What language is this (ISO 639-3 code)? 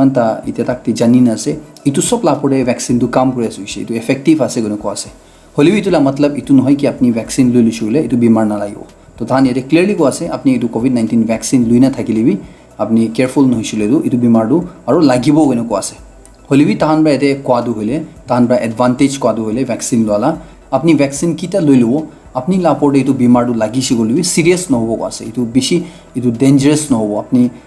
nag